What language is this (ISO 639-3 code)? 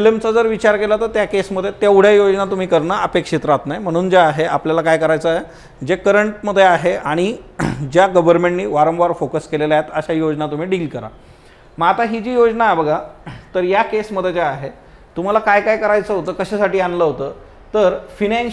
mar